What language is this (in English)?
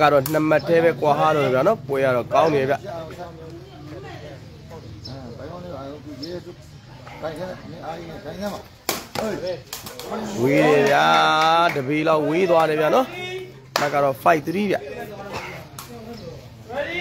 Burmese